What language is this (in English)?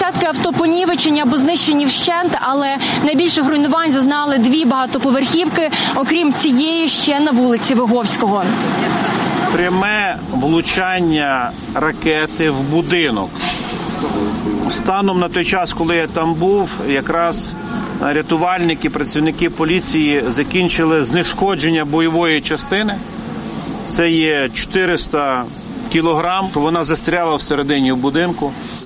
Ukrainian